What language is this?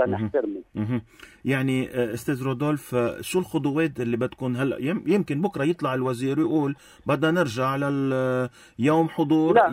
North Levantine Arabic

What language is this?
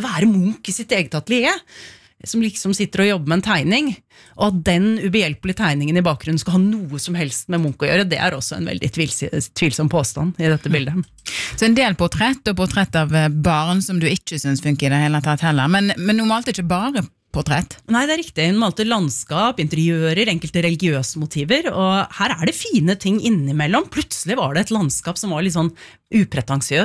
Norwegian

